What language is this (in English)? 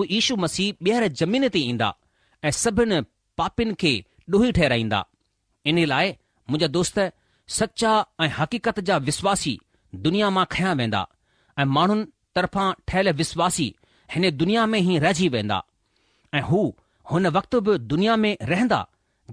Sindhi